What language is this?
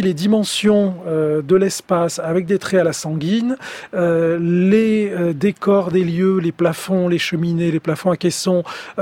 French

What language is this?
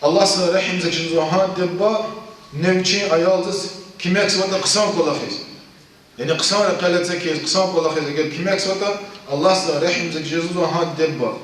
Lezghian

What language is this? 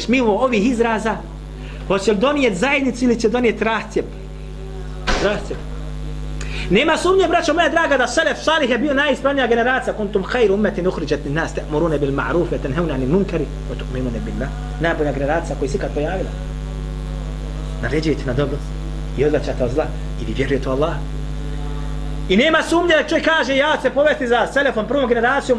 Bosnian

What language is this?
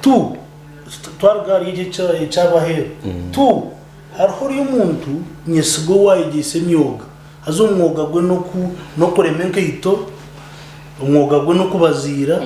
Nyankole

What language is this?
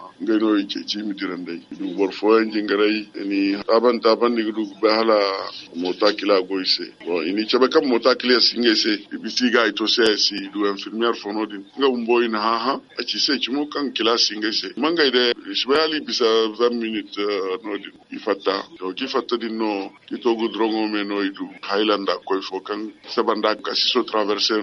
Zarma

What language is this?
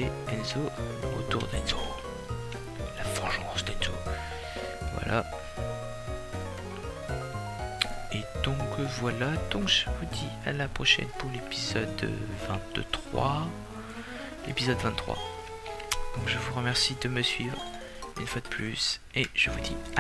French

